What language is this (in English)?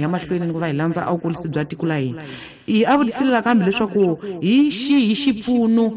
Tsonga